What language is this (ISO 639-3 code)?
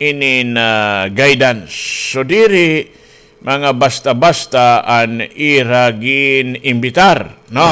war